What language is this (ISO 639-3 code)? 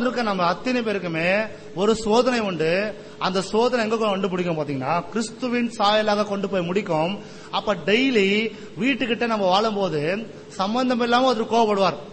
tam